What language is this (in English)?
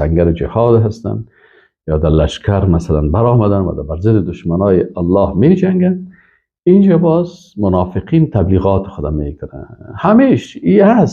Persian